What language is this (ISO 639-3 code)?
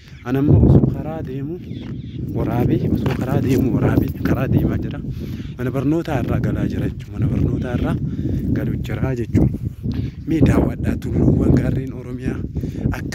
orm